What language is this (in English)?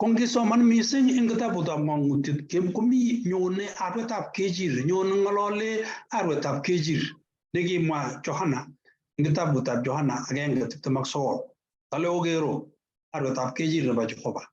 Kalenjin